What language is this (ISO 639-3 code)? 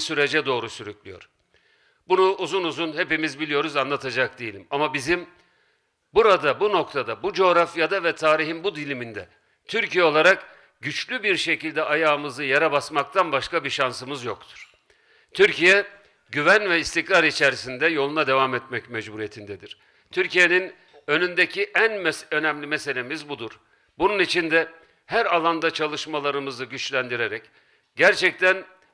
tur